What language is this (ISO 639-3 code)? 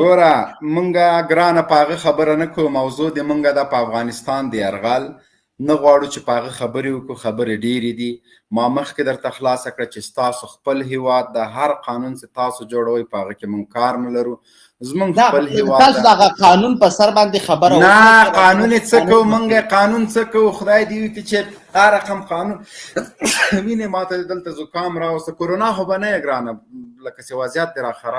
pus